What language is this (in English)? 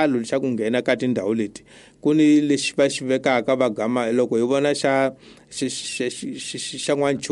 Tsonga